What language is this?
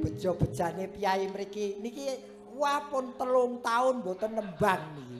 Javanese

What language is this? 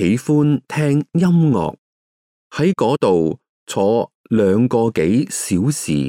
Cantonese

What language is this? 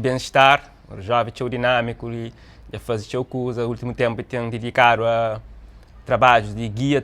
Kabuverdianu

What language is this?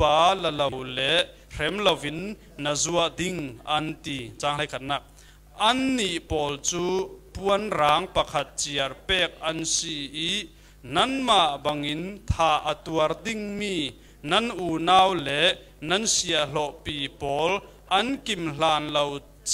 Falam Chin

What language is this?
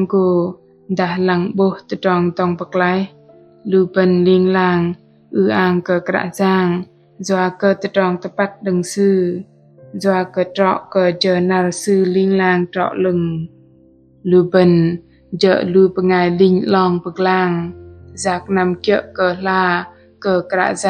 Bahnar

